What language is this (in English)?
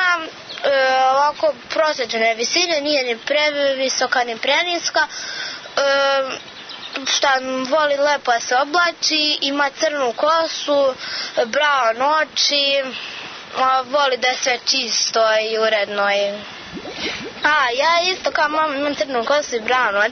Serbian